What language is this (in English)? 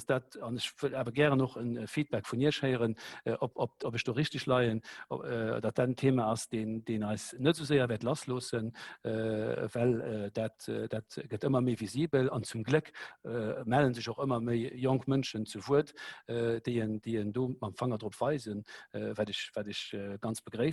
Luxembourgish